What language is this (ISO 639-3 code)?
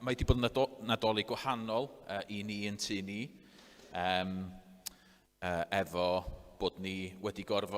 cym